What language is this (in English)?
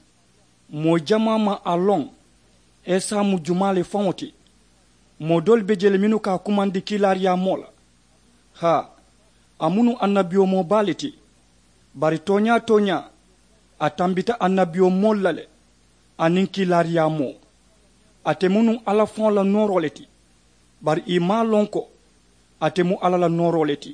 Mandingo